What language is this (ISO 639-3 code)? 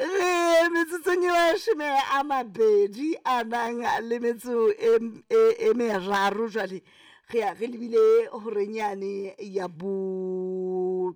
sot